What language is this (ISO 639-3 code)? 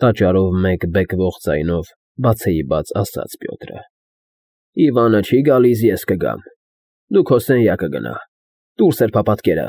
hye